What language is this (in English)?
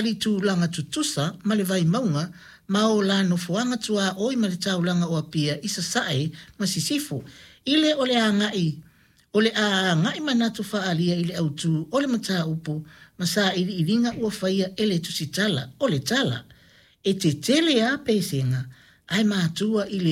Samoan